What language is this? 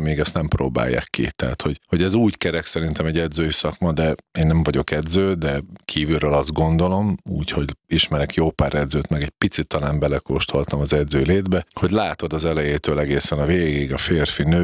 Hungarian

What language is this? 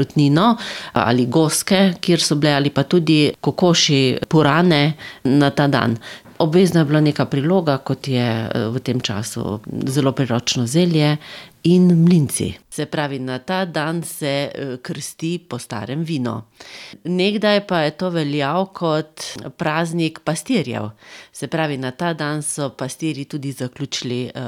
Slovenian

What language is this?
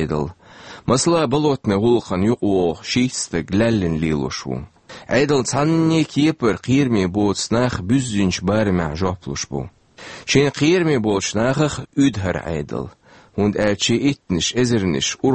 Chechen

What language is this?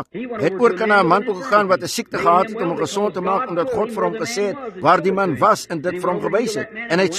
Afrikaans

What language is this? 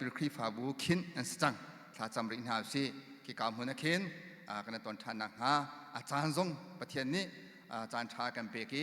Hakha Chin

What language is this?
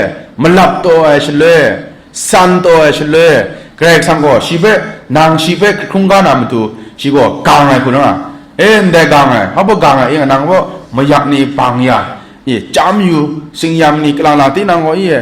Kachin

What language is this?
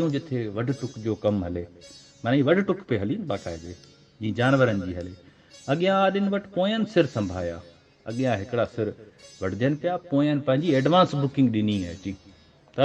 Sindhi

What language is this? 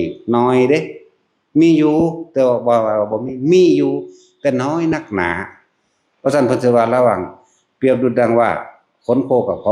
Northeastern Thai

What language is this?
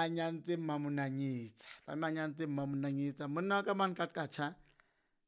Southern Sotho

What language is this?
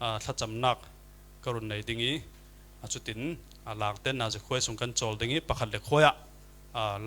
Falam Chin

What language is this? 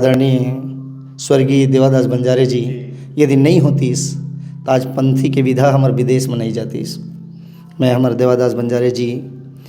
Chhattisgarhi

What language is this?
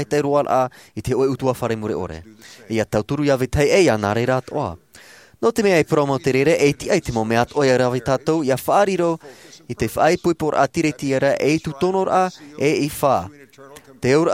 Tahitian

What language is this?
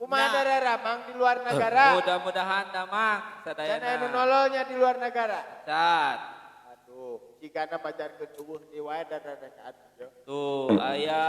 Sundanese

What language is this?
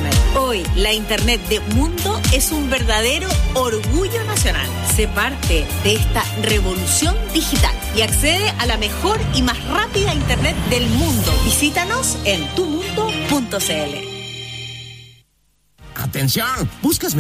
Spanish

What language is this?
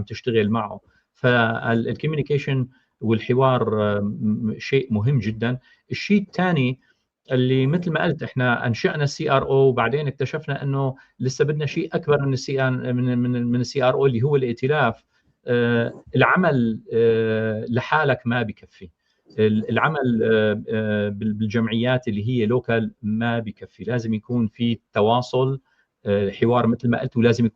North Levantine Arabic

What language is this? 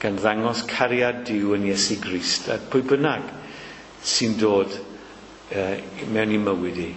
Welsh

